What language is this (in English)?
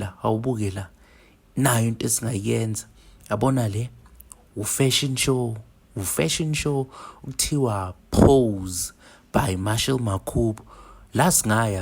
Zulu